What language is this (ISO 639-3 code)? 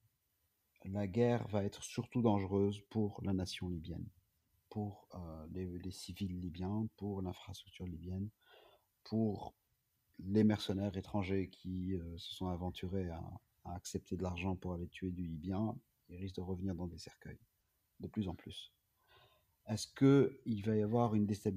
fra